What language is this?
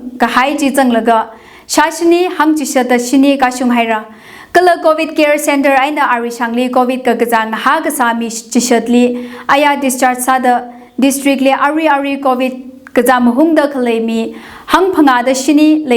Tangkhul Naga (India)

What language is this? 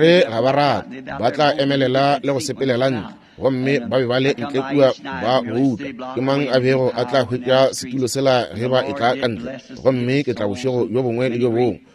Northern Sotho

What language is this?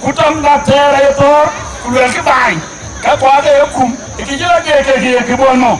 Dinka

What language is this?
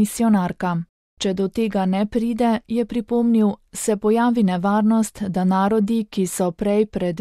Slovenian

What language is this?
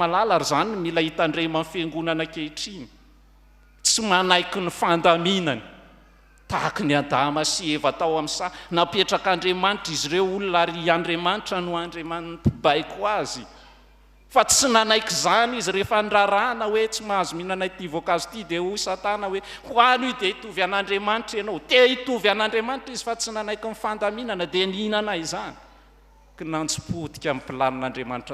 Malagasy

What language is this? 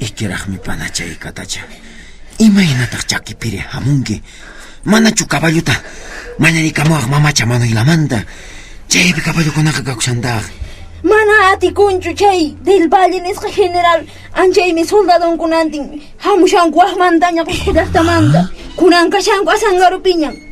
Quechua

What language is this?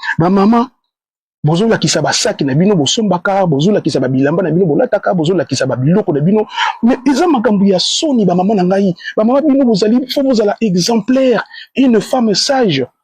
Lingala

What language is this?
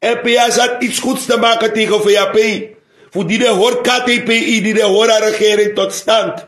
Sranan Tongo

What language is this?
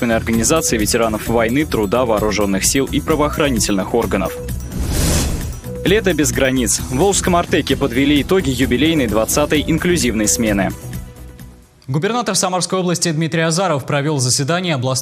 Russian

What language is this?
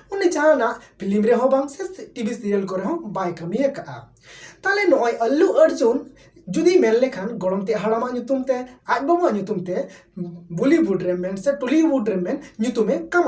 Santali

